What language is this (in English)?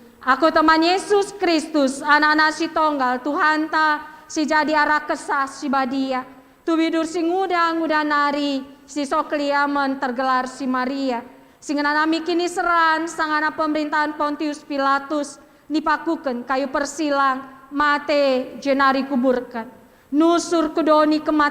Batak Karo